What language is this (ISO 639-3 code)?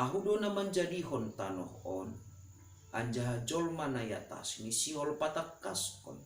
bts